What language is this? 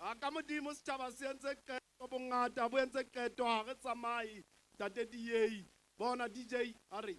Southern Sotho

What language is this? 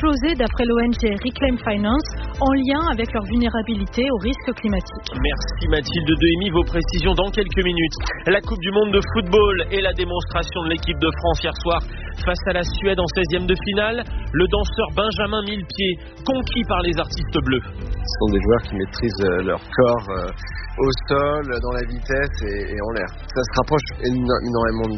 French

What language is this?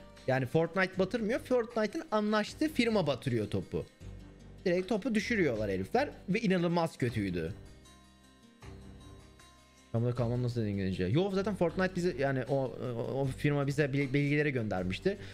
Turkish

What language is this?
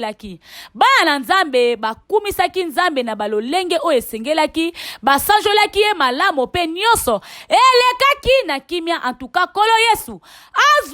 Lingala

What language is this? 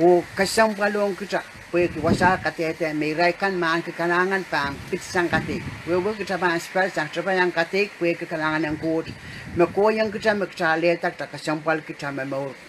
Pohnpeian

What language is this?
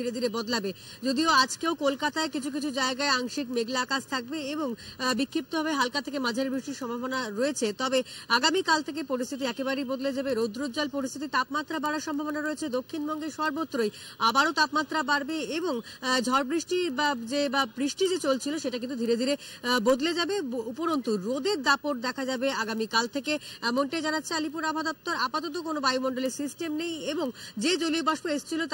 Bangla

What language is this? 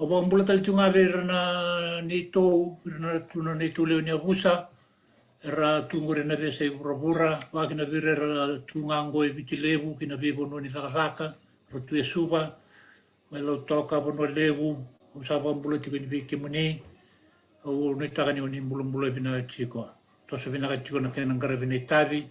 Fijian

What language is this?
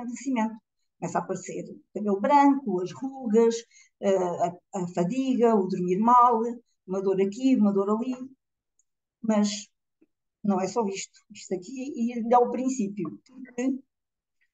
Portuguese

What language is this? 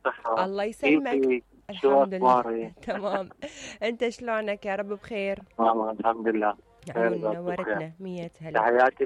Mesopotamian Arabic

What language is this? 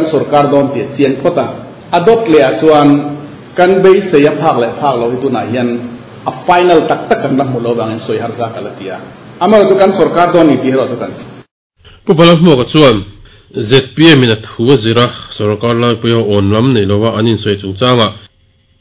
Mizo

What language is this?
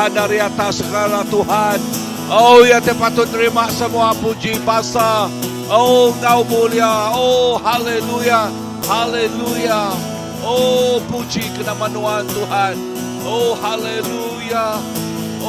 Iban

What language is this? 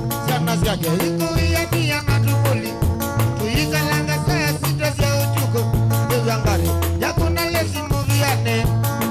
Kamba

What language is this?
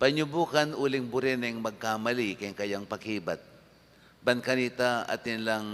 Pampanga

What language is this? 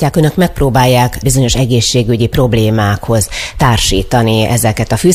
Hungarian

